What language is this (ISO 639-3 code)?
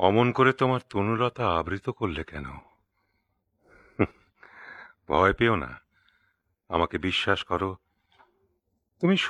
ben